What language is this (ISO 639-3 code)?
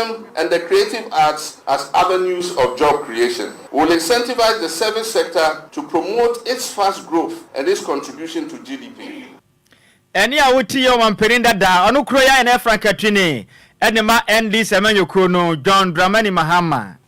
aka